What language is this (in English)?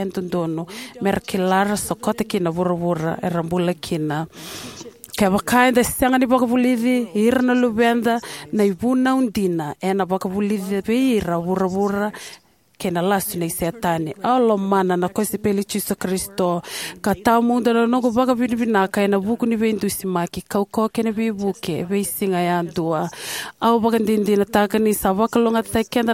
Fijian